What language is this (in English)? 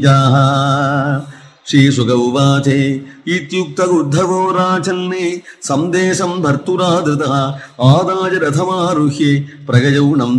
Sanskrit